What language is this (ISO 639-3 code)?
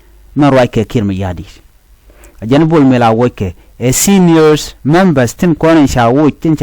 nus